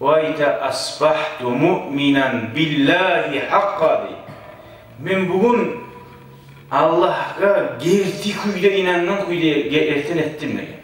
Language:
Kumyk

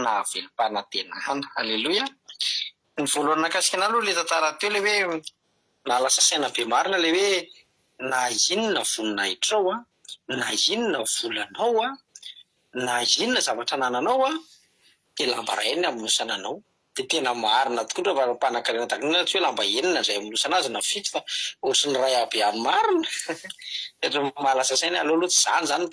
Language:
Malagasy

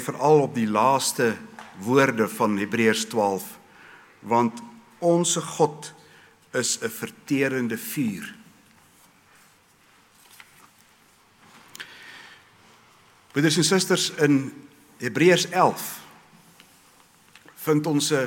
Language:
Afrikaans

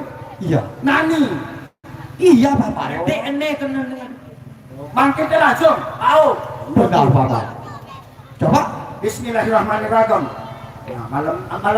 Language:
Sasak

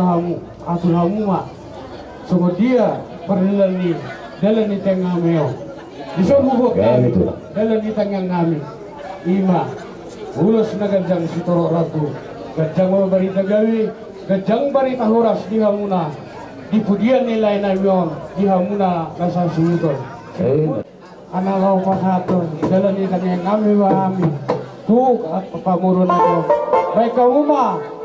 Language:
Batak Toba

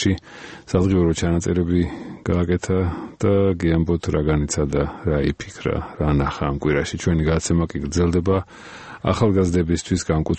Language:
Georgian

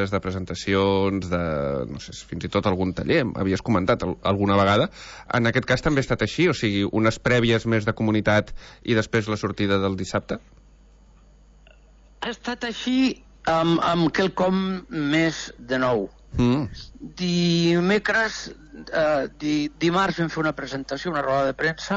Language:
Catalan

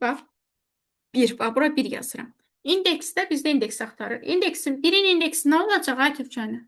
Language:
Azerbaijani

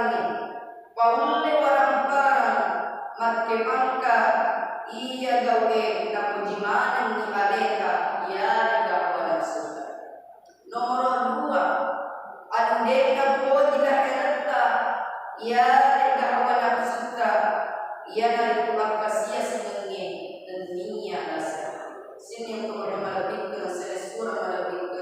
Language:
Buginese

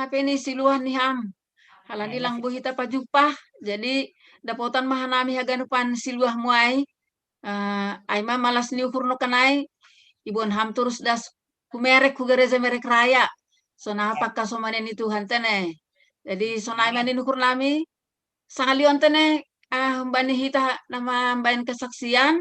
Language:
Batak Simalungun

